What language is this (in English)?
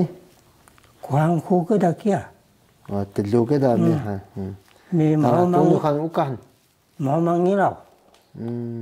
Taroko